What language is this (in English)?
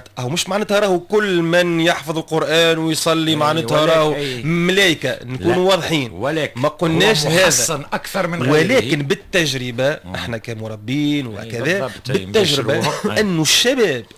Tunisian Arabic